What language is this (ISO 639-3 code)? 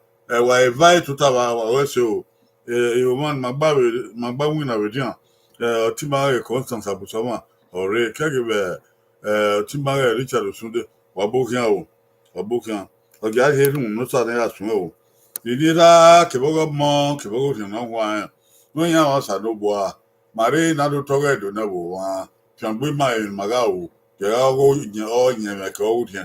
bin